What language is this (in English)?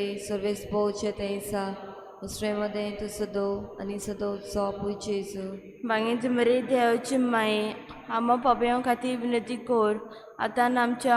Konkani